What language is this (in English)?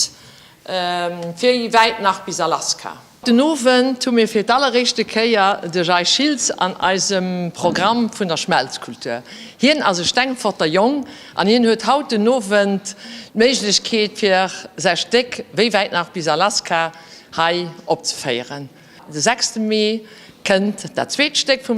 Luxembourgish